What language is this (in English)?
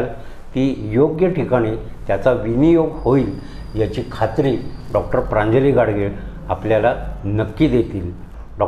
Marathi